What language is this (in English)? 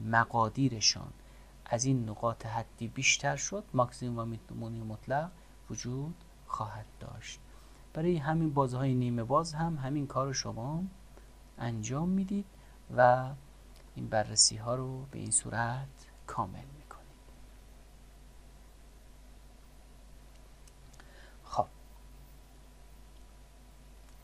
Persian